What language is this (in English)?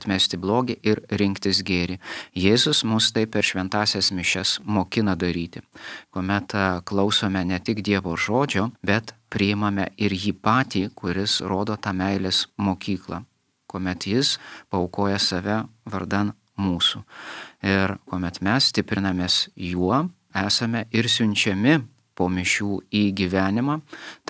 Lithuanian